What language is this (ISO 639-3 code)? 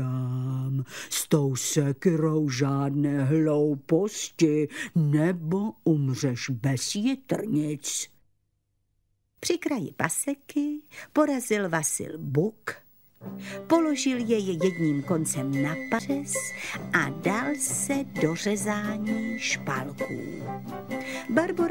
ces